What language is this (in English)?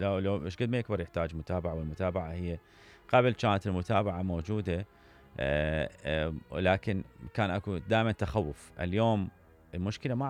Mesopotamian Arabic